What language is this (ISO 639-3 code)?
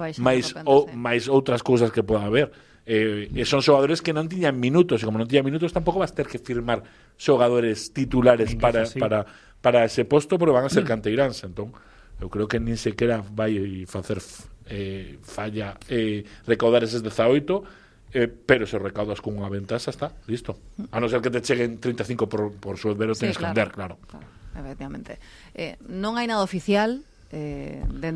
glg